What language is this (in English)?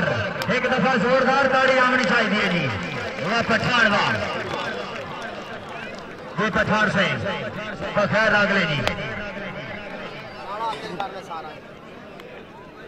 Hindi